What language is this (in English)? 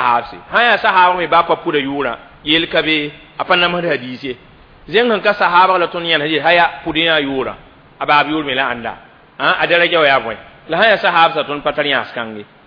Mossi